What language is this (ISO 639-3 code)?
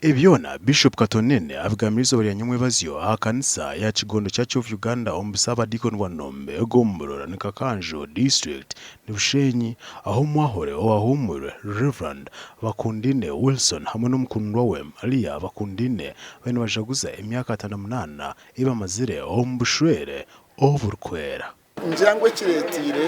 nyn